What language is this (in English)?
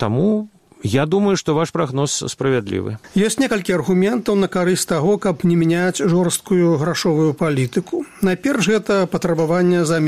Belarusian